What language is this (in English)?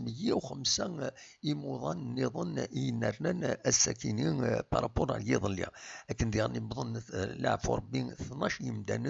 Kabyle